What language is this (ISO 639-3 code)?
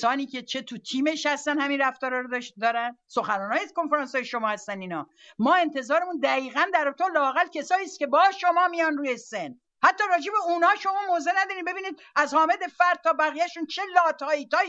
fas